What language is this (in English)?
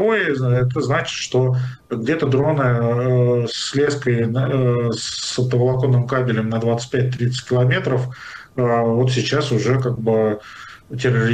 Russian